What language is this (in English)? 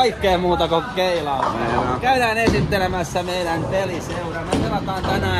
Finnish